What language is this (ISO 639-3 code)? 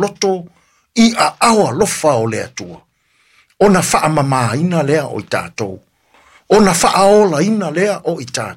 smo